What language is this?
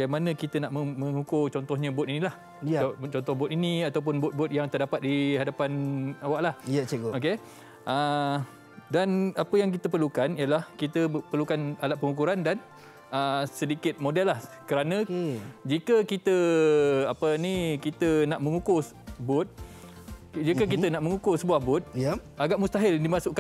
Malay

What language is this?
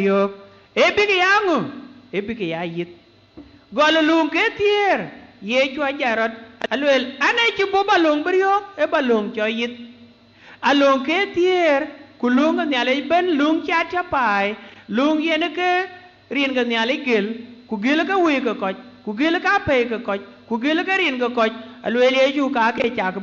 Dinka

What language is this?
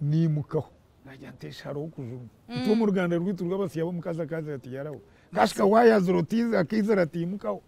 Nyankole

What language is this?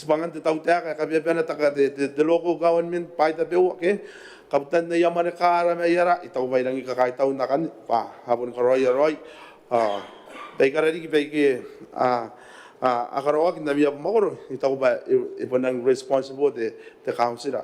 Gilbertese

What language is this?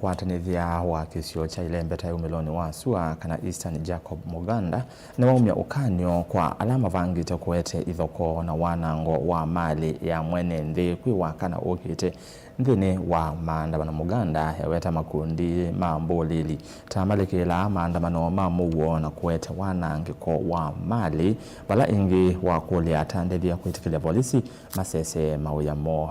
Kamba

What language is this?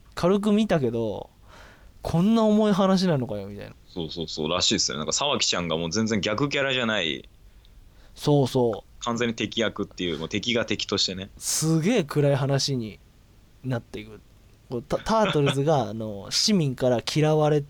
Japanese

